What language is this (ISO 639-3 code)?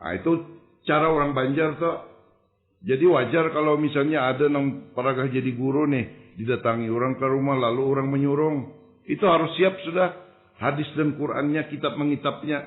bjn